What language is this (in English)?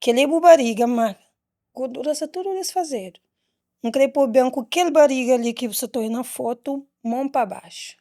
Kabuverdianu